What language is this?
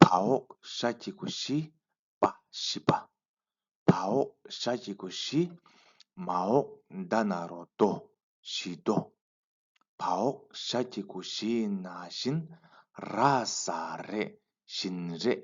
Tibetan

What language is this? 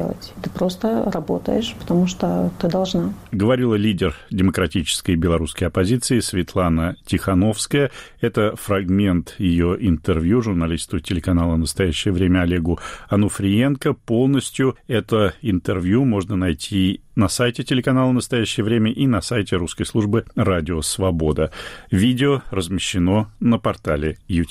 Russian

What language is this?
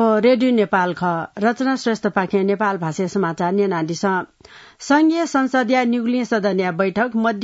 Newari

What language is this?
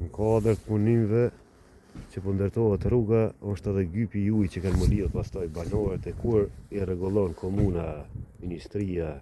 Albanian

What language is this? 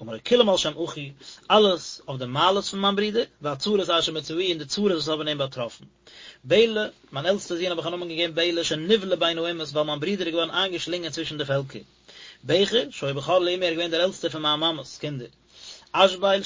Yiddish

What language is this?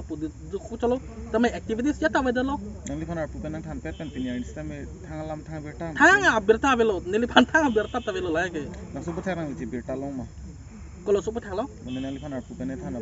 Karbi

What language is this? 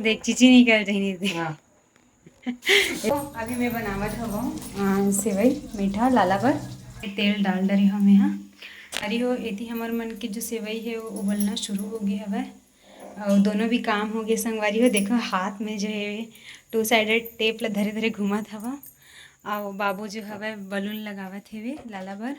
Chhattisgarhi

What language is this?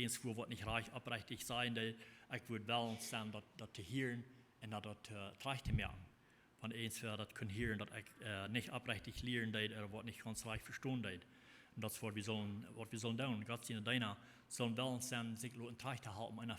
Plautdietsch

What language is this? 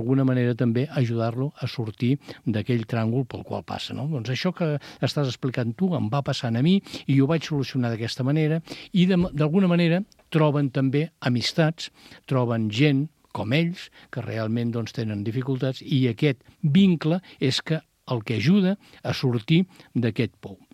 Catalan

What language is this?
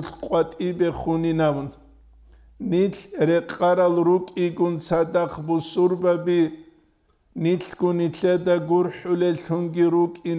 Avaric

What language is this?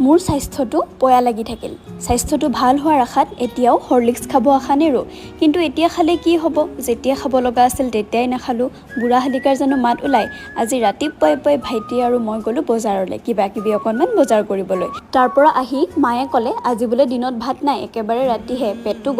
Assamese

